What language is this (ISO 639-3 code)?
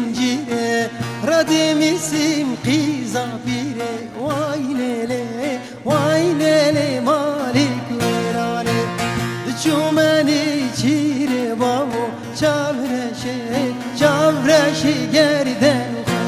kur